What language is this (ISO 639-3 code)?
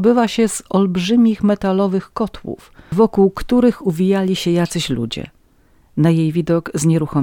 pol